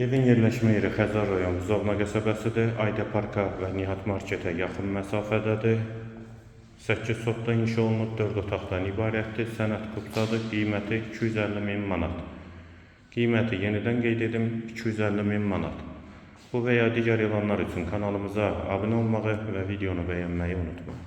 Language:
Azerbaijani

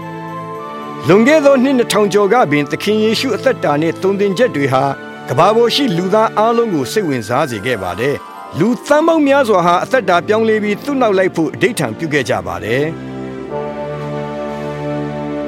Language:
Burmese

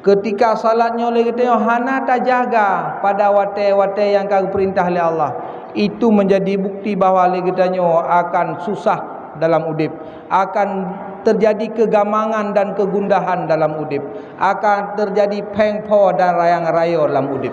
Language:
Achinese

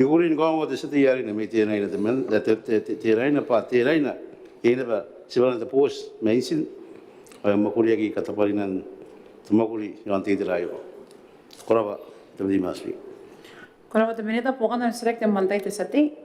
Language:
Gilbertese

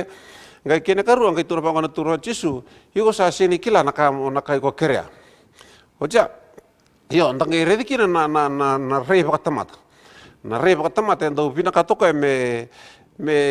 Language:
Fijian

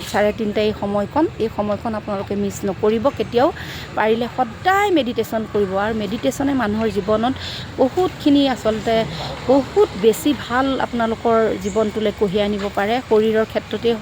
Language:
Assamese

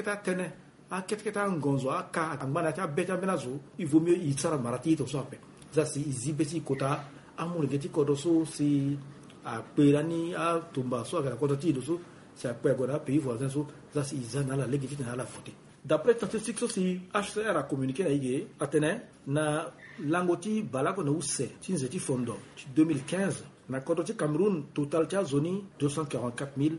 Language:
Sango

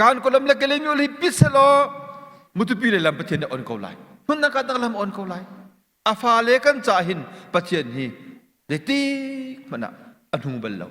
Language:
Hakha Chin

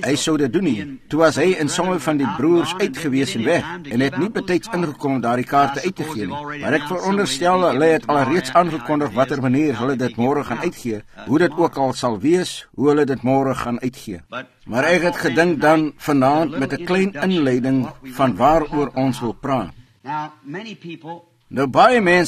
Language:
Afrikaans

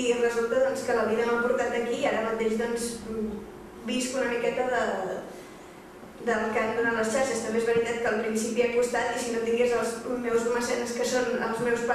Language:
Catalan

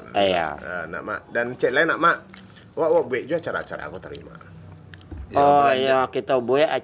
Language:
Minangkabau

